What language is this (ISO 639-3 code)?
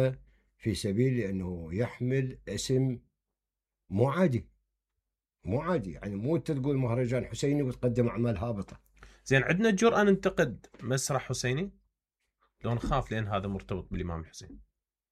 acm